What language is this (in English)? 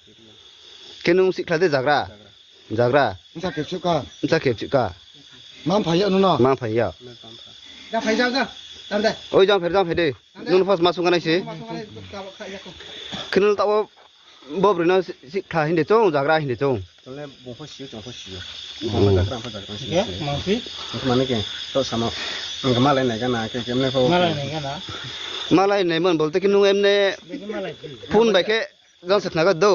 Kok Borok